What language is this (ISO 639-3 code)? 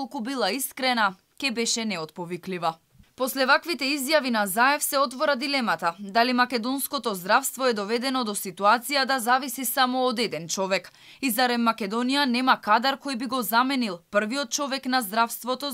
mkd